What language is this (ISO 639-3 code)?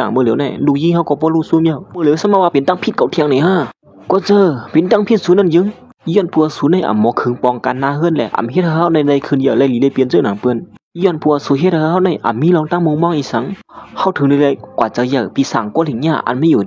shn